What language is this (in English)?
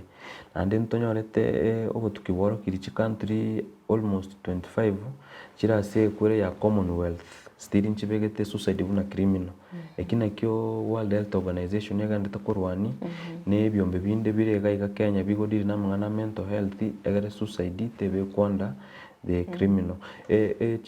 Gusii